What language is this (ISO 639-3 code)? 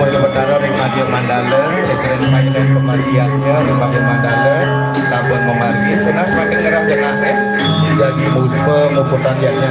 ban